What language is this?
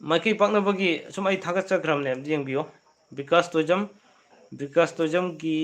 Manipuri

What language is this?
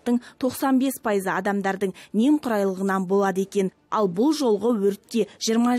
Kazakh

